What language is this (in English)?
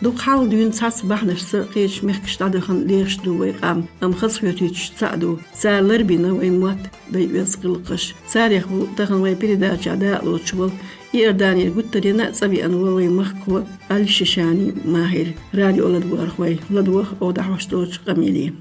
Chechen